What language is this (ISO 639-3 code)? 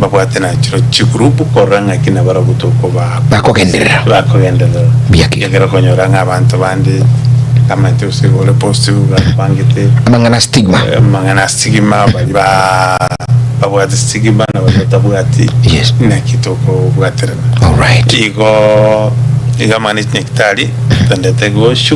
guz